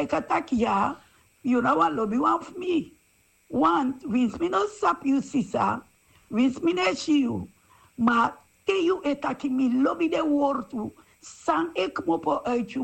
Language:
Sranan Tongo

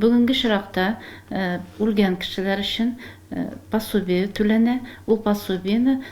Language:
Tatar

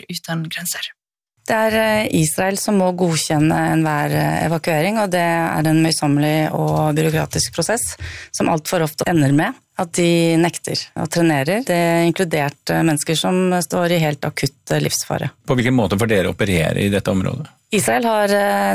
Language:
Norwegian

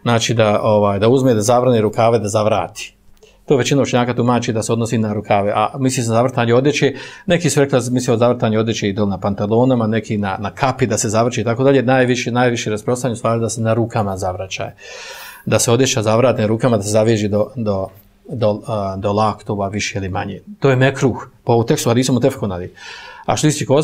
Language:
Bosnian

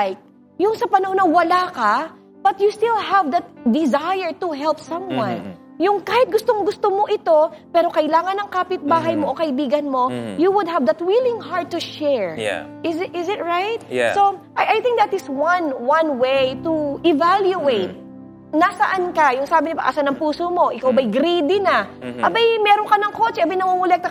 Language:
Filipino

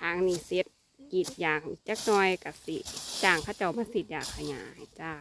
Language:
Northeastern Thai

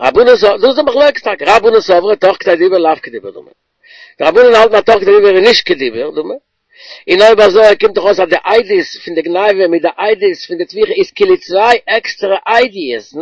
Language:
Yiddish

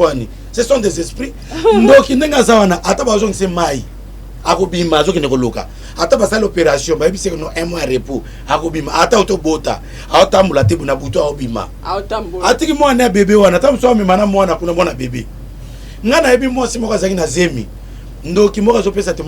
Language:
Lingala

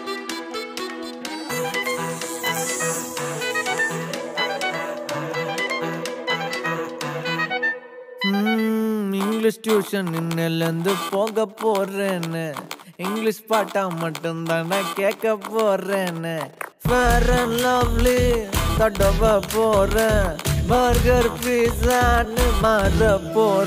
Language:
Tamil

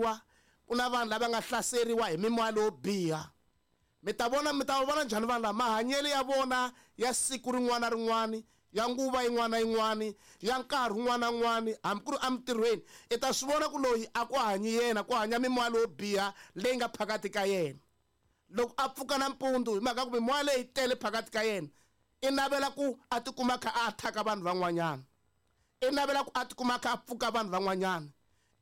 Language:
Tsonga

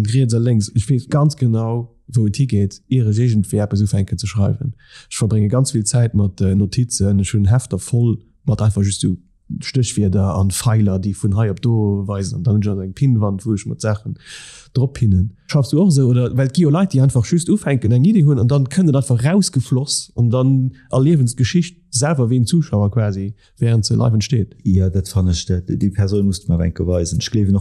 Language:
Luxembourgish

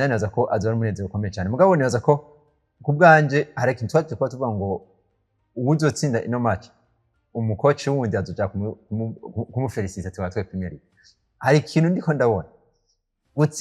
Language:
Rundi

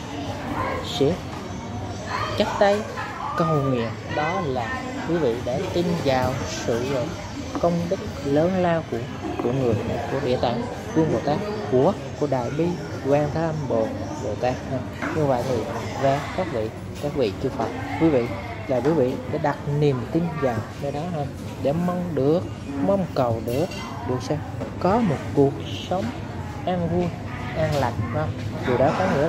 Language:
Vietnamese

